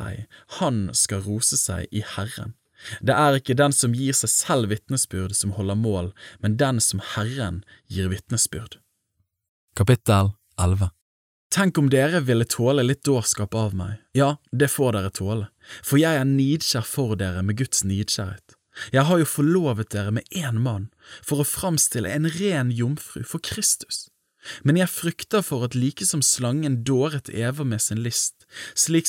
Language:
Norwegian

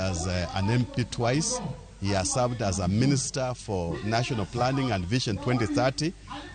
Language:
Luo (Kenya and Tanzania)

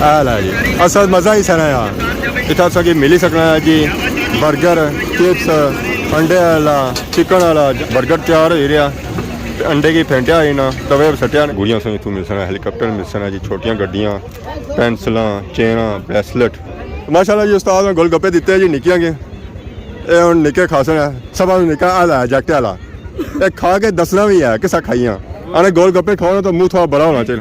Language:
Pahari-Potwari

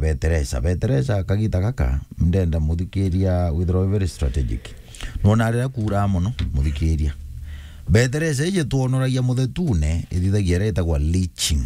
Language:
Meru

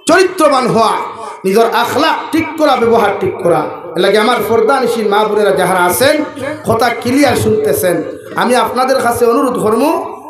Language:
Sylheti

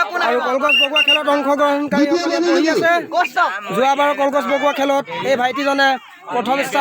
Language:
Assamese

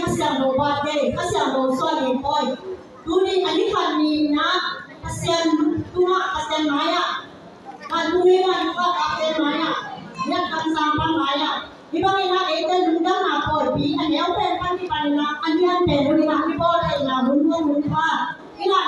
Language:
Tedim Chin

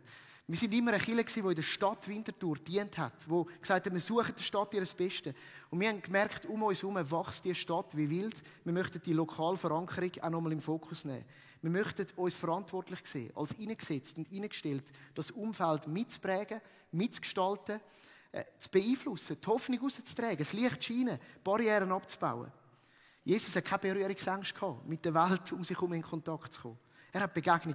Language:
Swiss German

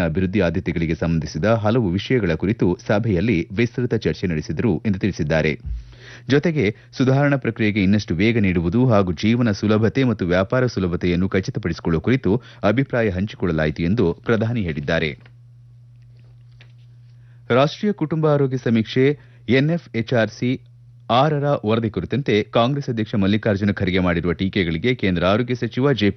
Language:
Kannada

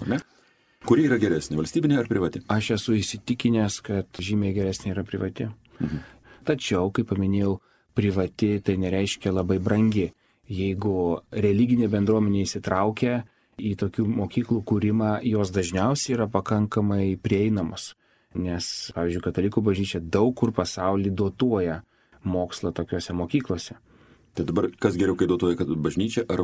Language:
Lithuanian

